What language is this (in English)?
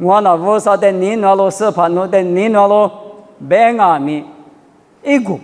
Lisu